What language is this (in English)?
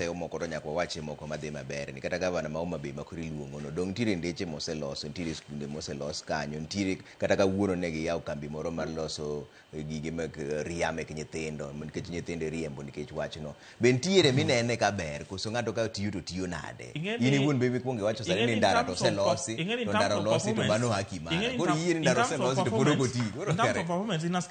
Luo (Kenya and Tanzania)